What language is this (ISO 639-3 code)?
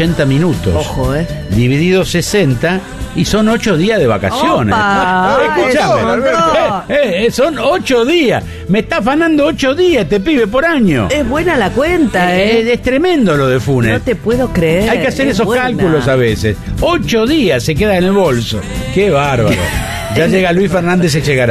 spa